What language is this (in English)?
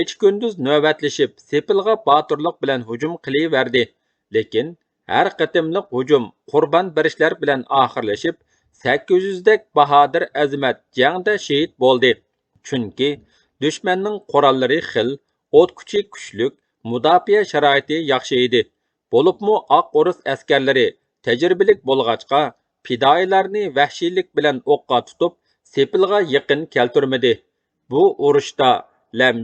Uyghur